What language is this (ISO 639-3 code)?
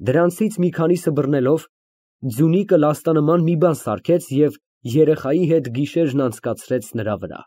hye